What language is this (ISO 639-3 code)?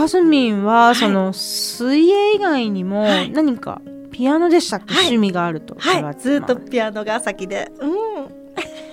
jpn